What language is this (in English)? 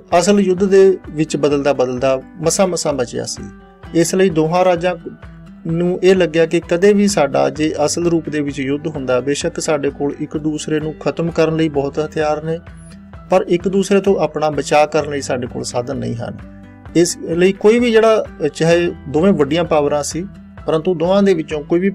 Punjabi